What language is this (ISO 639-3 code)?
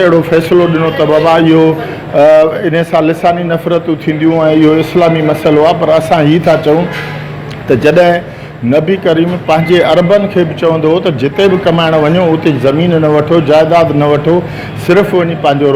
snd